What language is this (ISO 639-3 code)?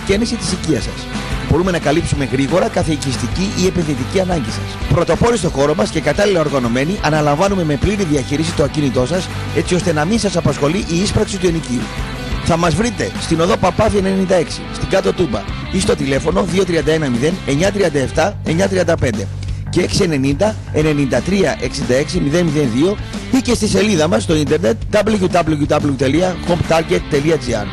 ell